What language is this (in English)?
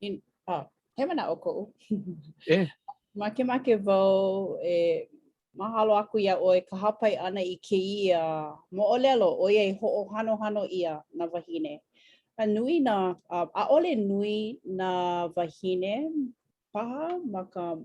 Hawaiian